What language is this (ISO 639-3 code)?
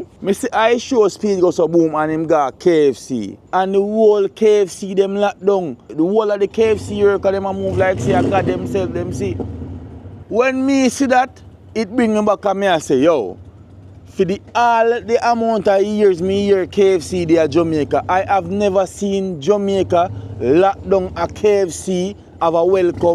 jam